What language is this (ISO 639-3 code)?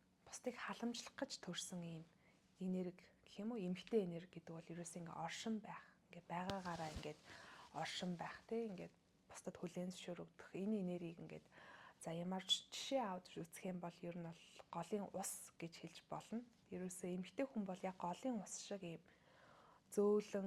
mon